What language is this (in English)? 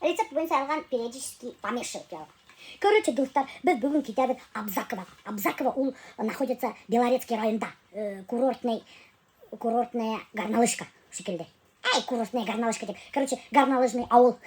Bashkir